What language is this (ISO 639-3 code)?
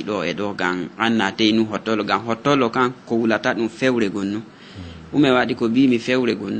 ful